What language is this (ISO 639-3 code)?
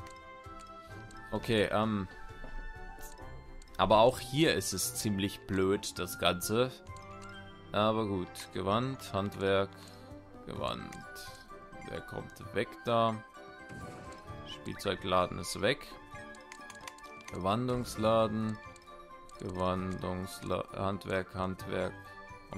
deu